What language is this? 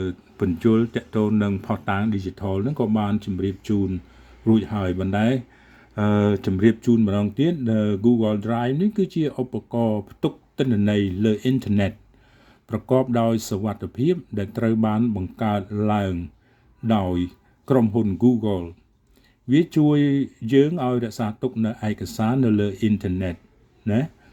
Khmer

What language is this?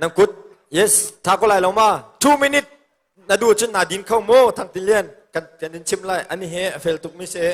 Hakha Chin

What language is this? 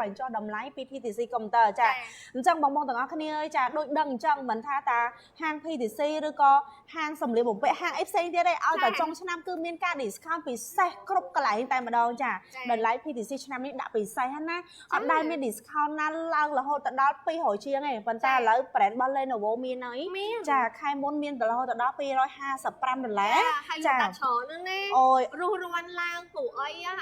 Khmer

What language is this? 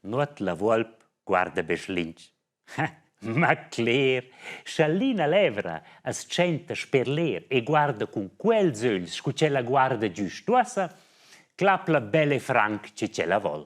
Romansh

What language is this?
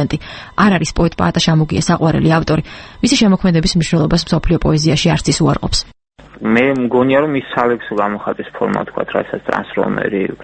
Georgian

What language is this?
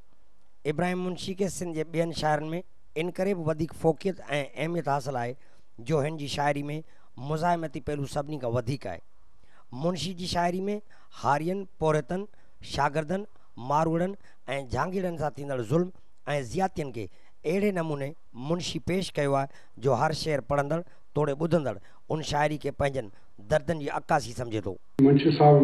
Sindhi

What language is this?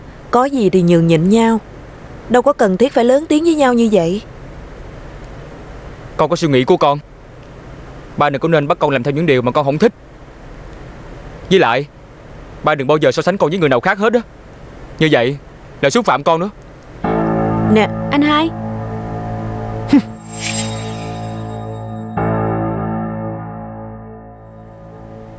Vietnamese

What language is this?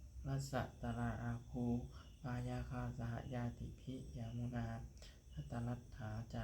Pali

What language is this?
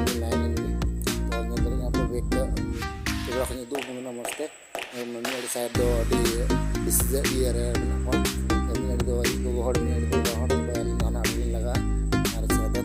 Santali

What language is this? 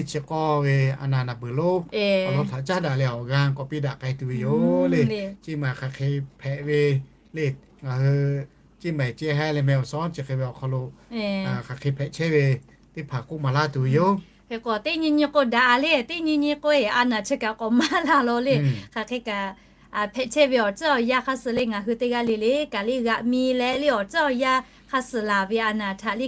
Lahu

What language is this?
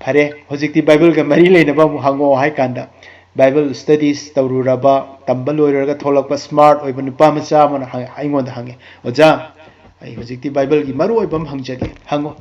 Manipuri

